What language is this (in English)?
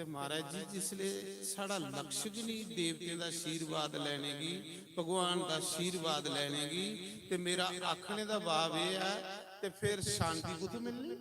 Dogri